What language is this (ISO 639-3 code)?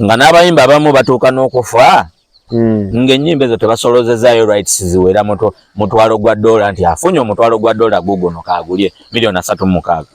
lug